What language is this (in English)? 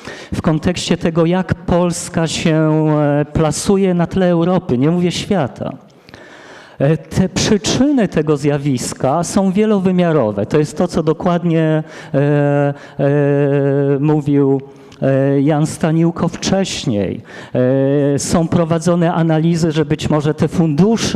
Polish